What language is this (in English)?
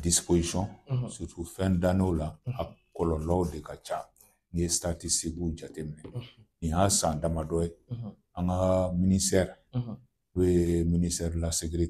Bambara